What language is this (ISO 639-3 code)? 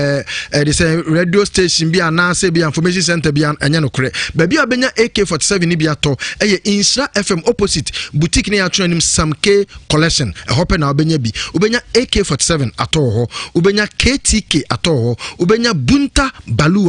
aka